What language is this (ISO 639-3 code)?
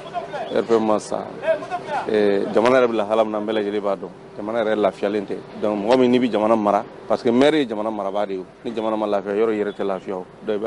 bam